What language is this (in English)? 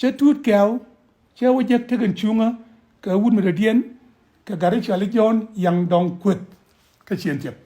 Nuer